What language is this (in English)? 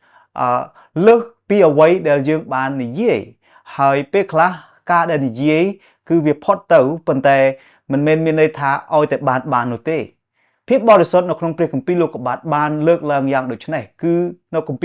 Khmer